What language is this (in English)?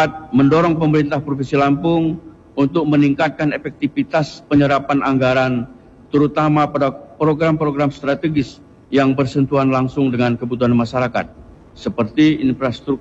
Indonesian